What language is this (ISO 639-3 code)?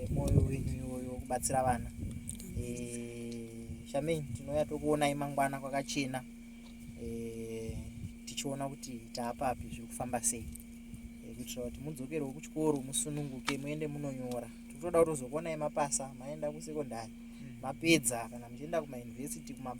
sna